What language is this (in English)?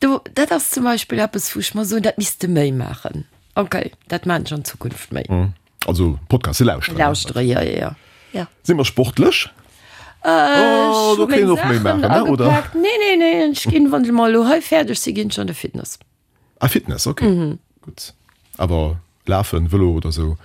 Luxembourgish